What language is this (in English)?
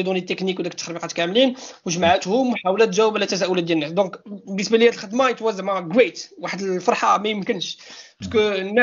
Moroccan Arabic